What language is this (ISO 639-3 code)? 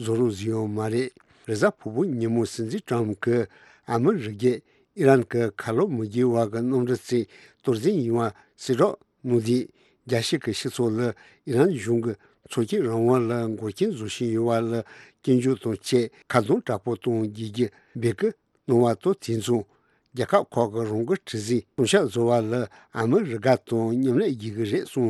bod